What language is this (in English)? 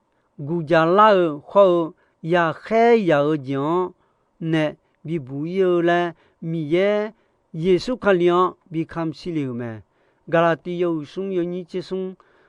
Akha